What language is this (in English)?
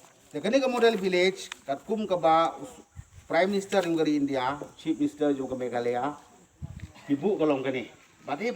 Khasi